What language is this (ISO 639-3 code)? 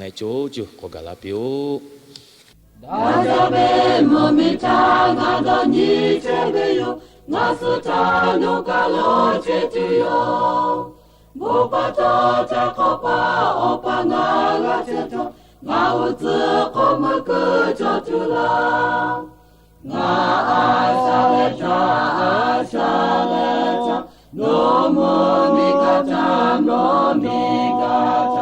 lhu